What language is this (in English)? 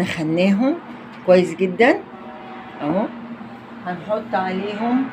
Egyptian Arabic